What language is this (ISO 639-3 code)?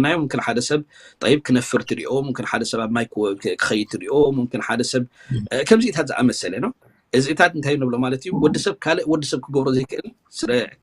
tir